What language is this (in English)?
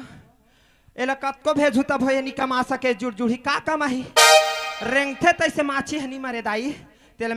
Chhattisgarhi